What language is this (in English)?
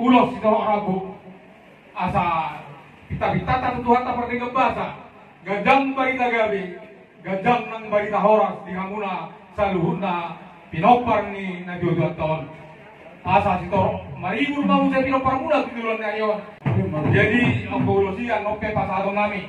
Batak Toba